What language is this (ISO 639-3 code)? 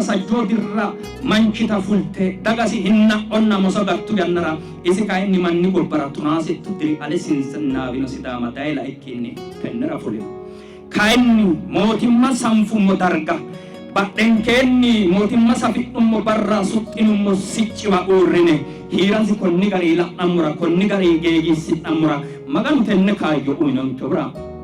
sid